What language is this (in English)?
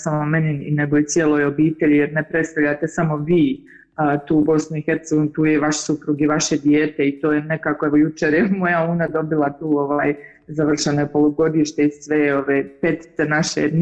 Bosnian